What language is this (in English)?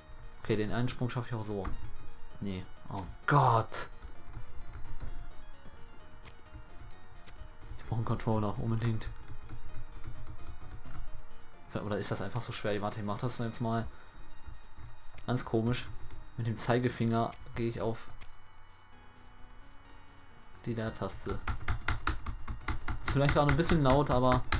German